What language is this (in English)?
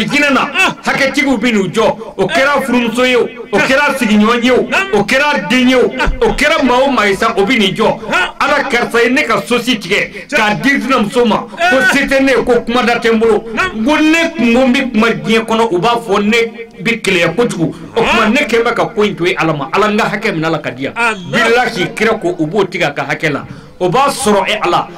Bambara